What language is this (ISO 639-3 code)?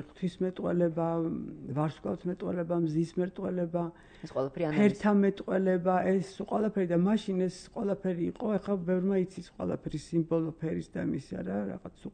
kat